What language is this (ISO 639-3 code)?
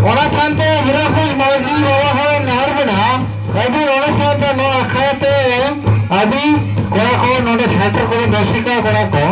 sat